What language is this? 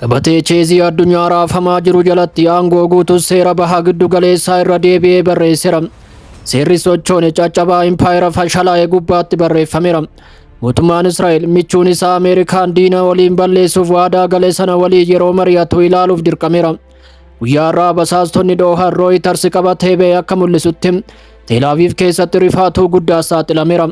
Oromo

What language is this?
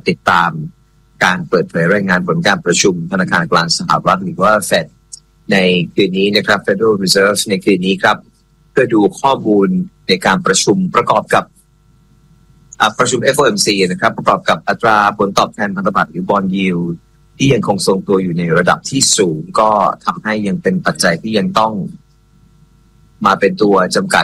Thai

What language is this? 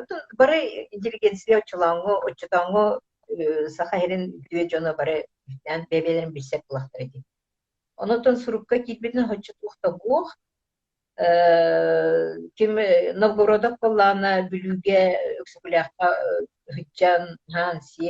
Yakut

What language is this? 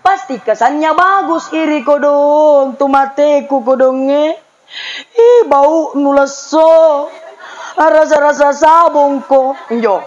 Makasar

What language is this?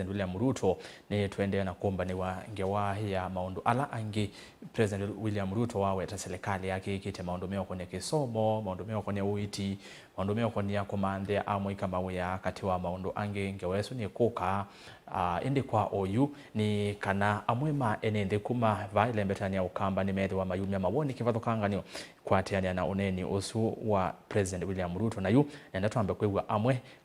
Kamba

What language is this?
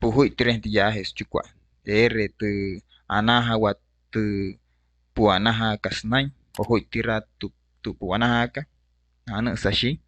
Wayuu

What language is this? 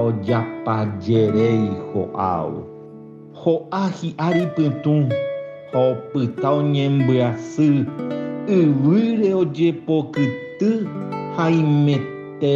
Guarani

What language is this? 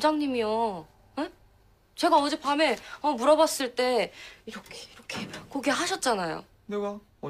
Korean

